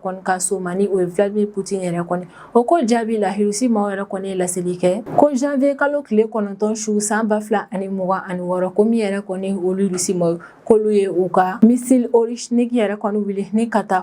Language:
Bambara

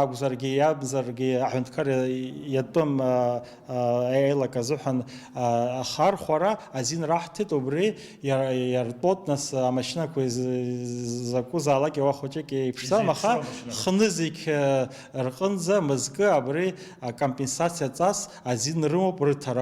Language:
Abkhazian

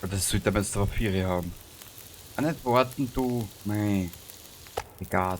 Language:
Bavarian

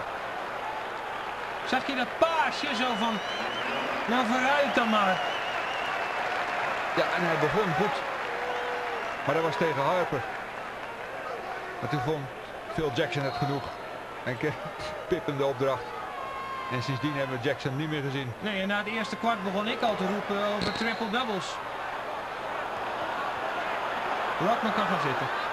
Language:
Dutch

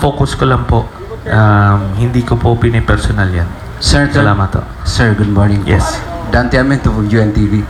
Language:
Filipino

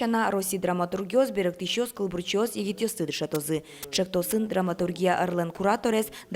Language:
Udmurt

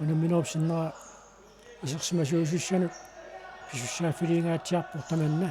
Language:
Kalaallisut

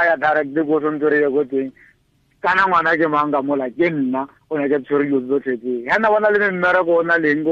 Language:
Tswana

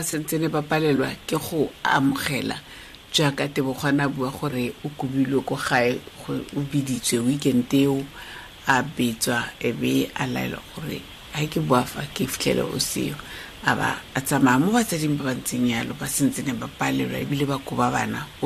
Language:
Tswana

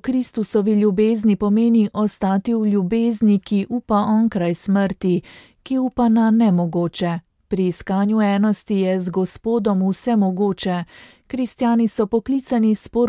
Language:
Slovenian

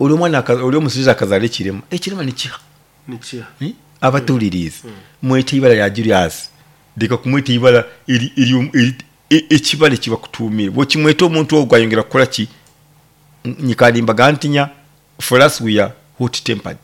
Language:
Nyoro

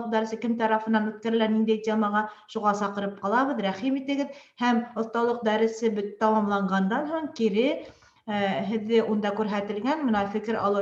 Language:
Bashkir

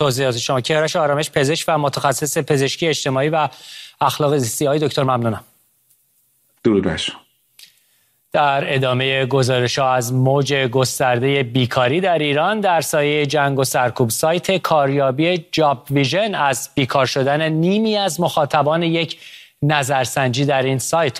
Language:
Persian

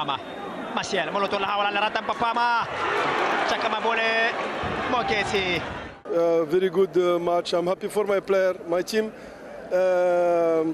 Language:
Tswana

